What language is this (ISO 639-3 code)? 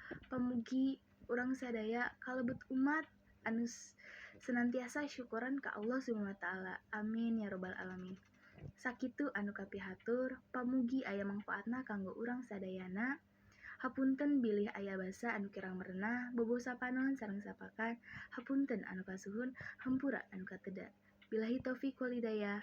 sun